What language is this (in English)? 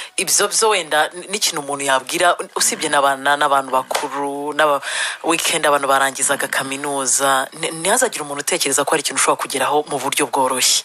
Kinyarwanda